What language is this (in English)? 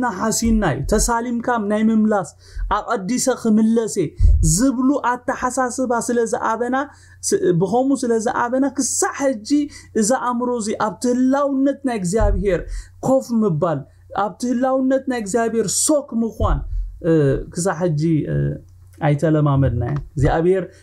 Tigrinya